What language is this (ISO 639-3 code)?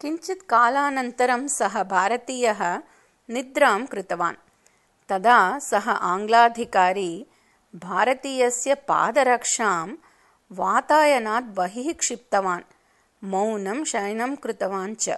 san